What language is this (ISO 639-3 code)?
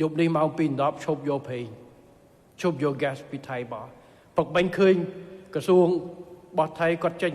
khm